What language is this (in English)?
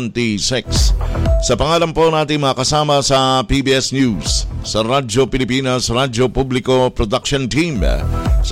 Filipino